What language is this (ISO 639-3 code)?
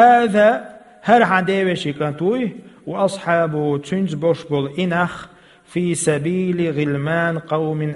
che